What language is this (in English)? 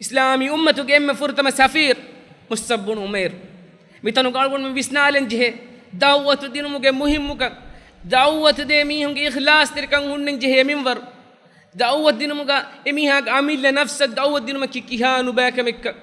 Divehi